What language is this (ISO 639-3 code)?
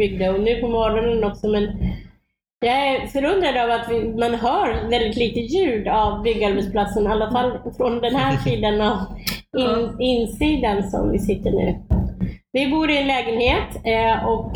swe